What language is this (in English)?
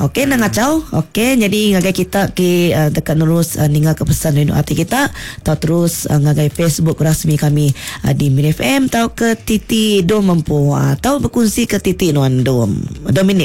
Iban